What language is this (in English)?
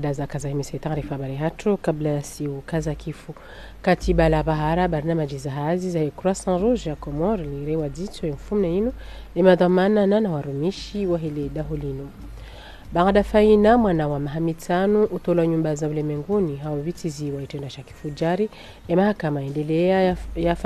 Ngazidja Comorian